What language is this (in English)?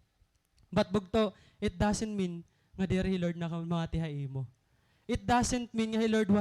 Waray